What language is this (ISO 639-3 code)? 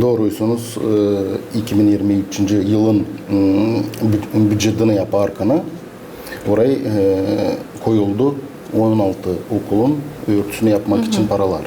gag